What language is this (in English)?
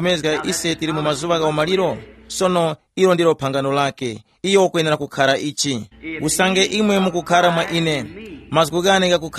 Tumbuka